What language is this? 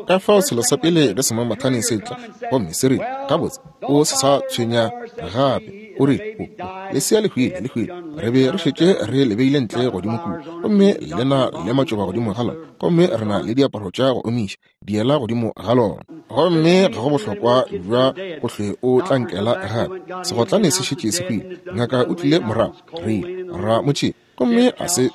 Northern Sotho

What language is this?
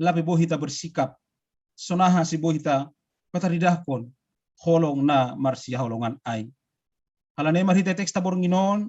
Batak Simalungun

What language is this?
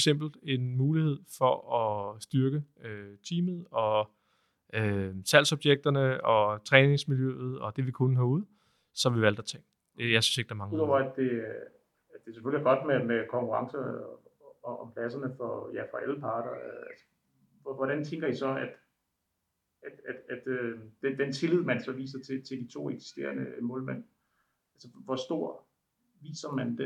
Danish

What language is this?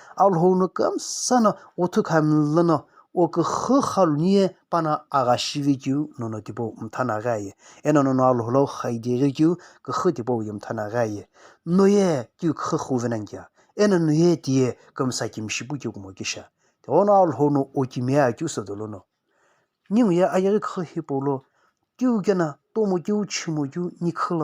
Sumi Naga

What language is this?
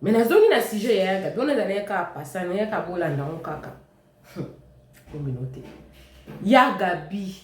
Lingala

